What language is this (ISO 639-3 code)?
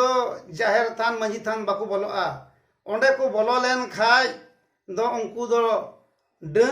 sat